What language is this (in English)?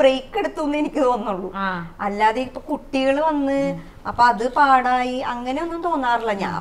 Malayalam